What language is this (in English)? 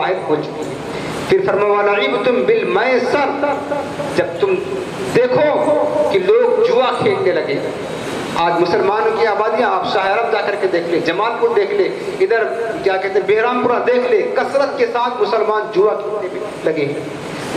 Urdu